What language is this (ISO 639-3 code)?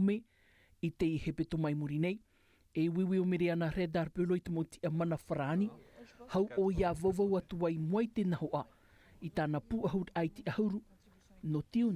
tah